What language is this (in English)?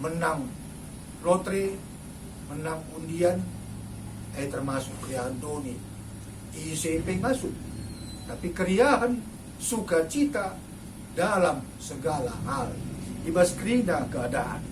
Batak Karo